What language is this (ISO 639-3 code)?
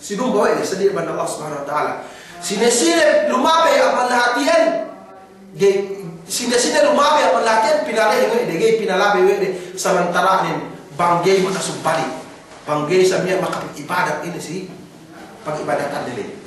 yka